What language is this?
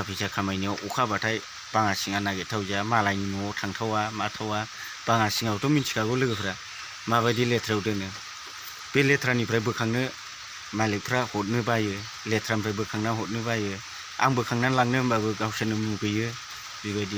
Bodo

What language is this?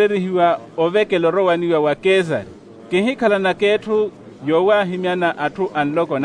Makhuwa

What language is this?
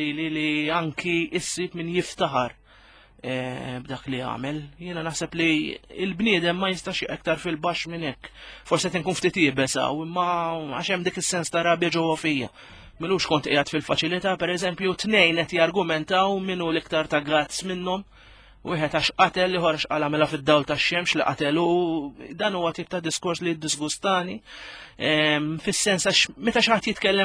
Maltese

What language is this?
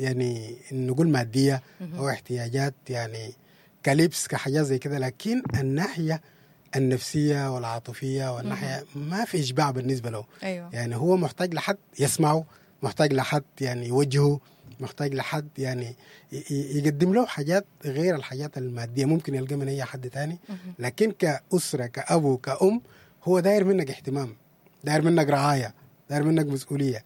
Sudanese Arabic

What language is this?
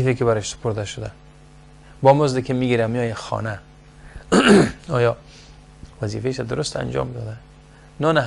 Persian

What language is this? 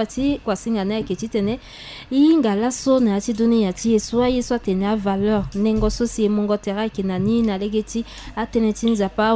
Sango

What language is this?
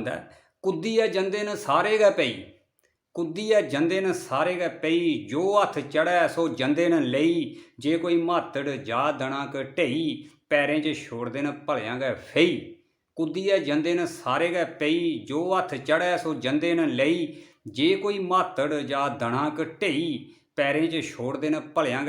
Dogri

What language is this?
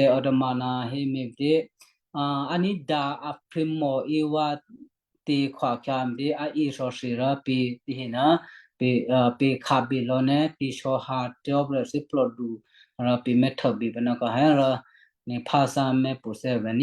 Western Kayah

